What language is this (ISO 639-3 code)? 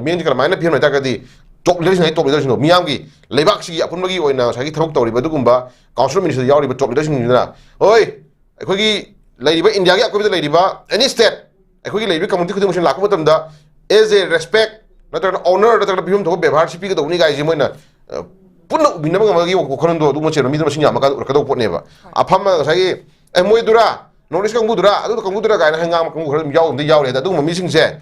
mni